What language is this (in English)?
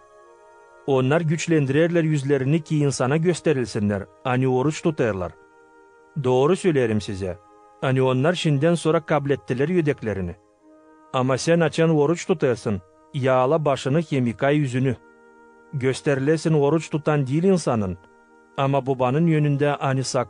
Gagauz